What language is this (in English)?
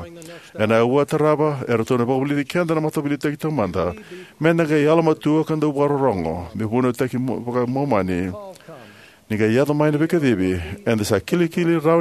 Fijian